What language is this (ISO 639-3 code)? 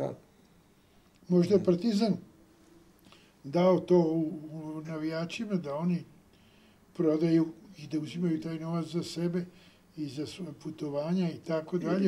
srp